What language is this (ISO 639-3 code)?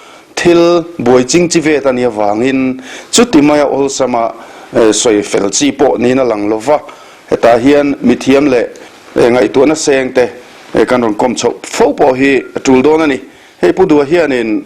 lus